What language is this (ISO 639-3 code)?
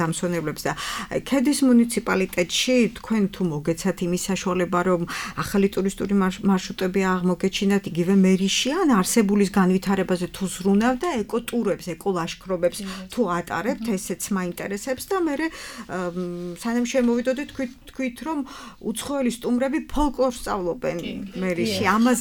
kat